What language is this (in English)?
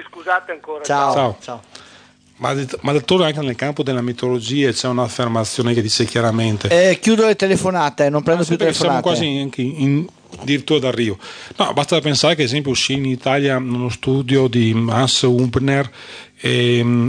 Italian